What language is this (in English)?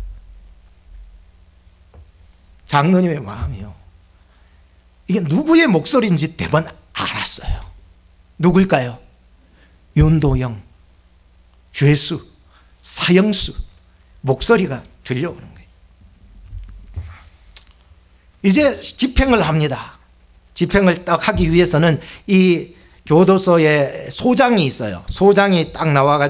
Korean